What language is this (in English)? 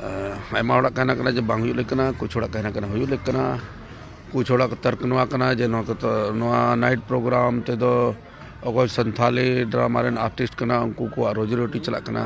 Santali